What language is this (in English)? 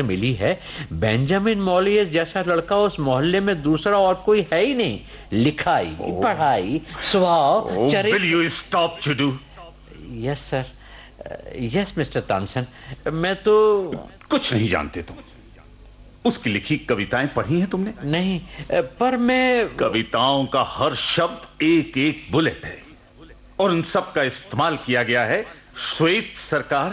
Hindi